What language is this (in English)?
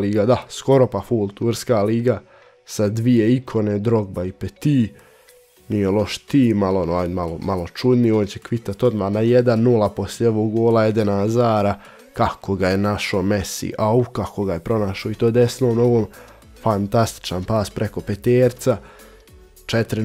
Croatian